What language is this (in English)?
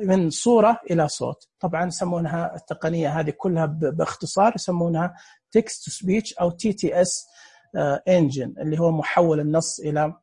Najdi Arabic